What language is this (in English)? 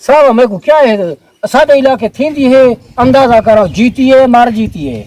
Saraiki